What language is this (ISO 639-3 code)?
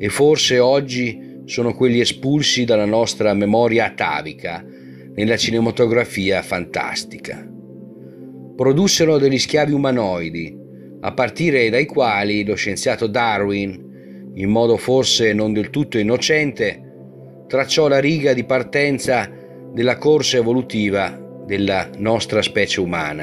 ita